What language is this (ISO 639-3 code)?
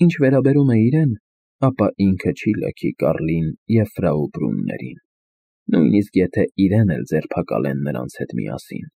hye